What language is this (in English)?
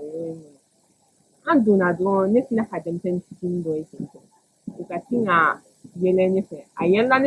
Bambara